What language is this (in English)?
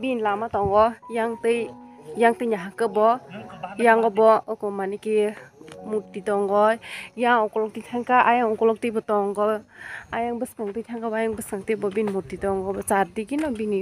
Kok Borok